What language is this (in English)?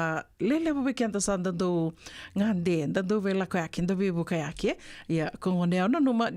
Fijian